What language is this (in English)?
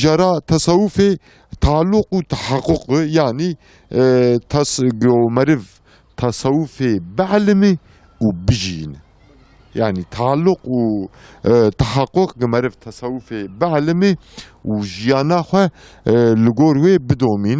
Kurdish